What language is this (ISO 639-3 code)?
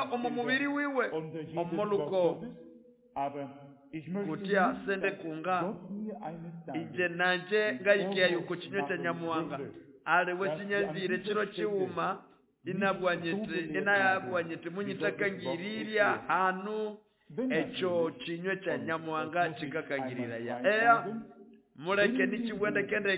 nnb